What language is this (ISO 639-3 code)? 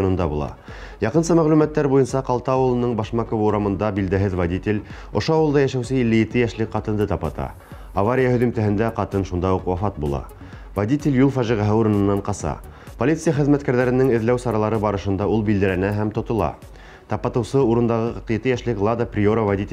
bak